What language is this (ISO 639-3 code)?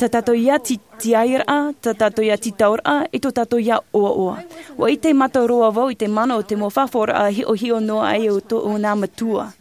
tah